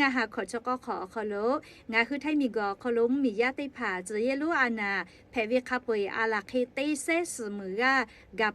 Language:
Lahu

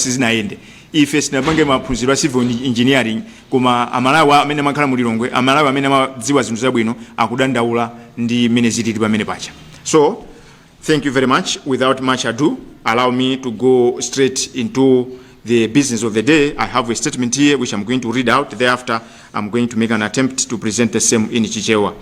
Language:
Nyanja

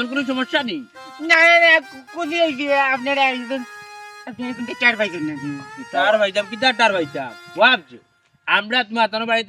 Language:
Sylheti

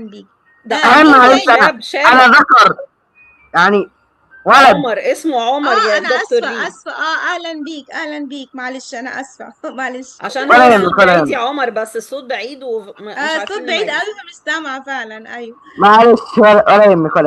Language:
Egyptian Arabic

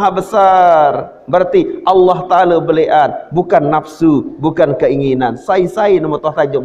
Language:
Sasak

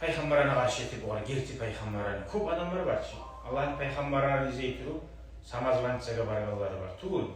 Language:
Kumyk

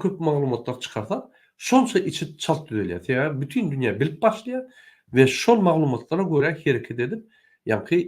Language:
Turkmen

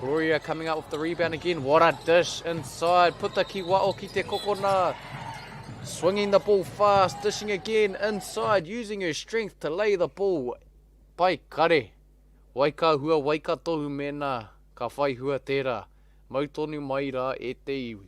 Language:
Māori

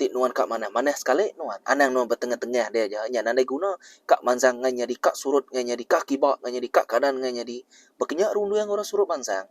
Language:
Iban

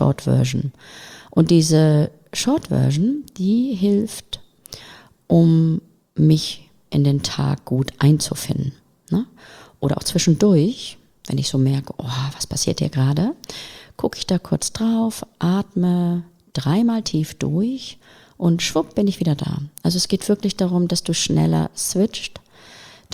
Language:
German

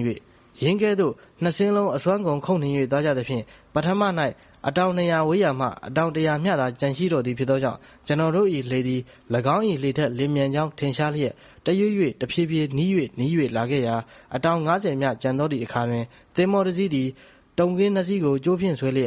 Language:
Burmese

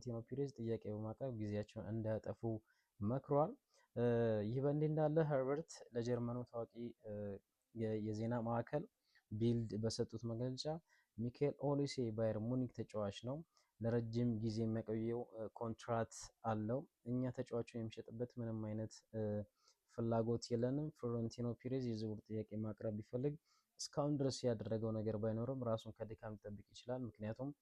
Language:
Amharic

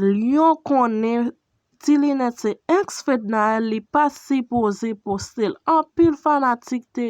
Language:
Haitian Creole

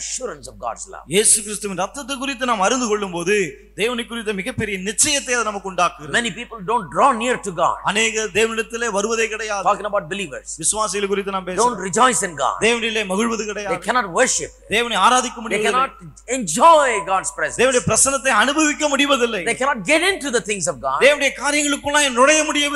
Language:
Tamil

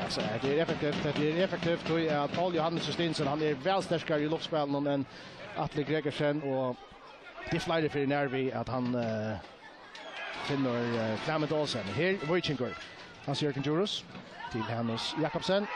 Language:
Faroese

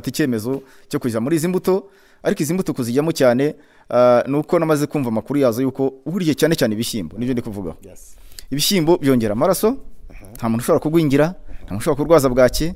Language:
Kinyarwanda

